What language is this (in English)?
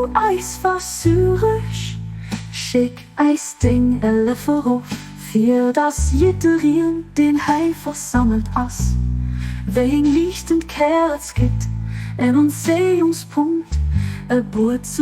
Luxembourgish